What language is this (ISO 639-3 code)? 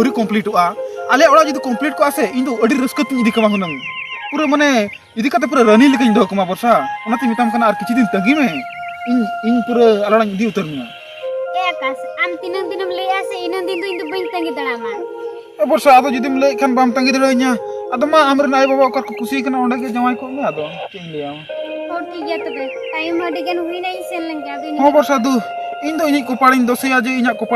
sat